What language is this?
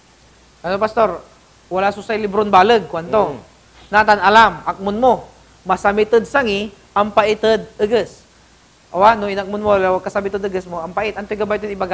Pangasinan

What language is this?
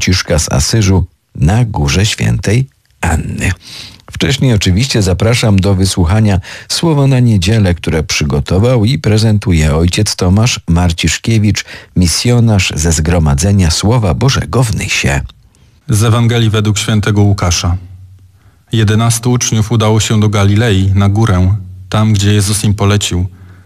Polish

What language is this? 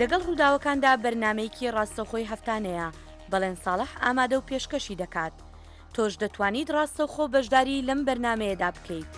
Central Kurdish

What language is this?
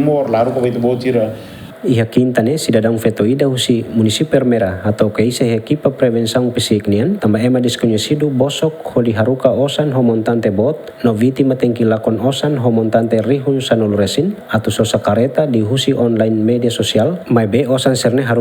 Tetum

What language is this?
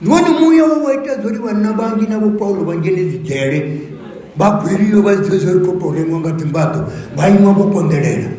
Venda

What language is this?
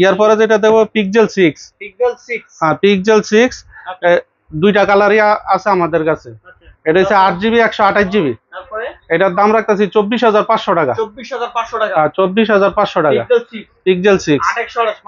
Bangla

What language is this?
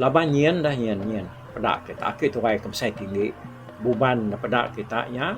Iban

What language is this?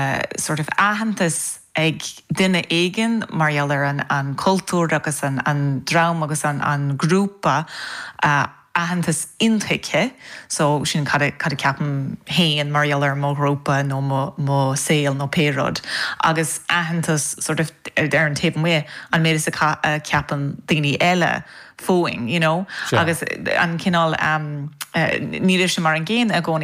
Irish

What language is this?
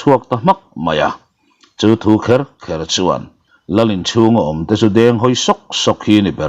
Mizo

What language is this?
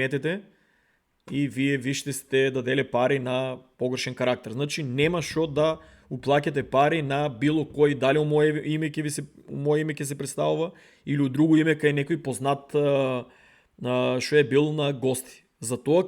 Macedonian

